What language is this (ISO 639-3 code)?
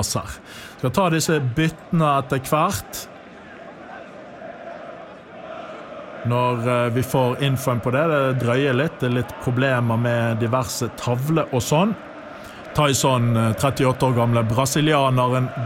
nor